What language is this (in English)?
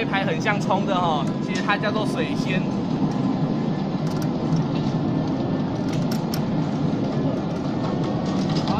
Chinese